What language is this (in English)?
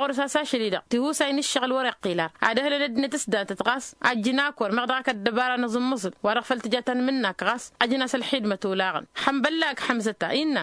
Tamasheq